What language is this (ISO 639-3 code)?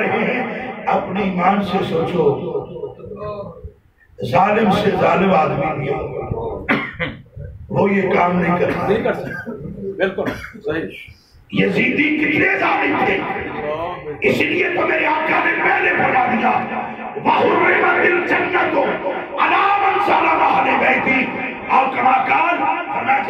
urd